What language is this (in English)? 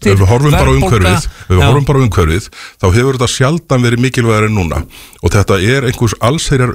Icelandic